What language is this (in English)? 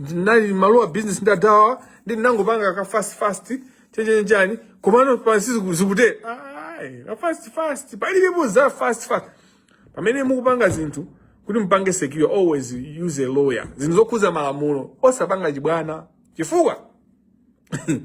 Nyanja